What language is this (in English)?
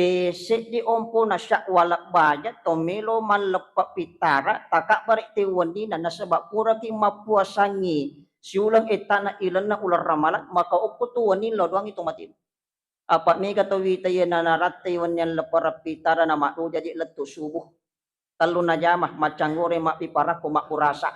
Buginese